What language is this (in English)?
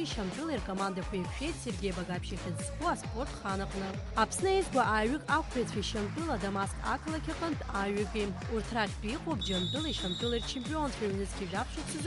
Abkhazian